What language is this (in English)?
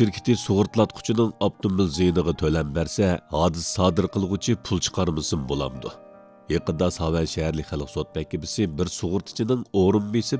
Uyghur